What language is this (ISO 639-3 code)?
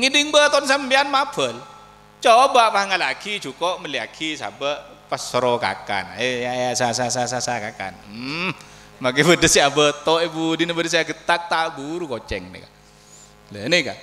mad